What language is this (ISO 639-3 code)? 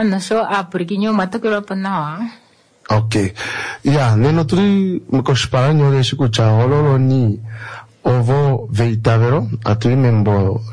swa